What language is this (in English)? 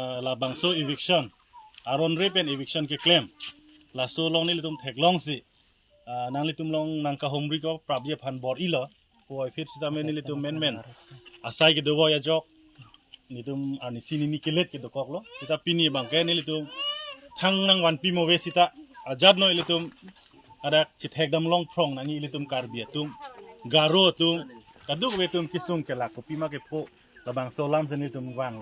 Karbi